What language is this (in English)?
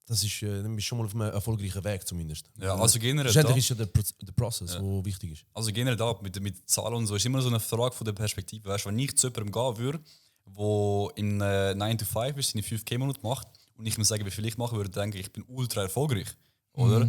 Swiss German